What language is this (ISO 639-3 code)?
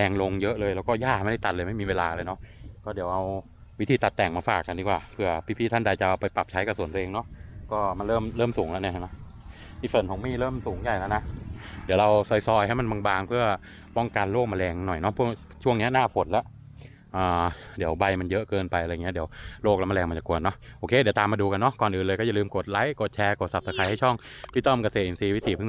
tha